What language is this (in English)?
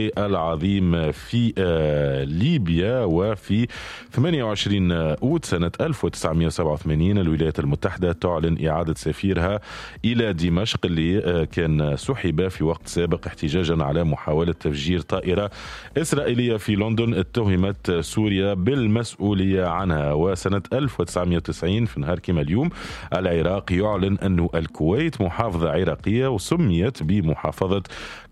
Tunisian Arabic